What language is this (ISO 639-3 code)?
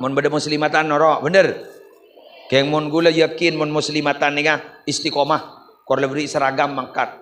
mad